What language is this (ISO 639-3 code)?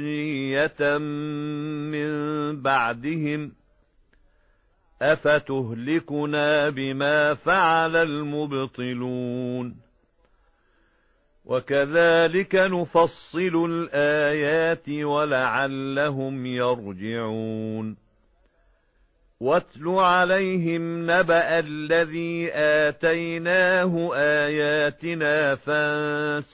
ara